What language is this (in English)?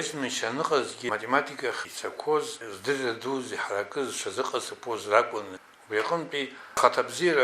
Abkhazian